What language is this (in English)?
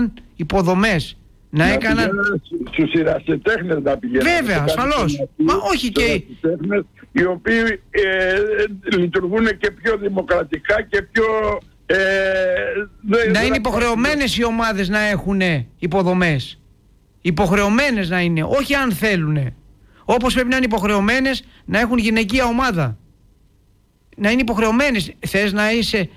Greek